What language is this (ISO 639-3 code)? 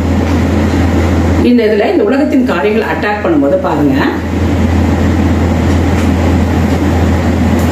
tam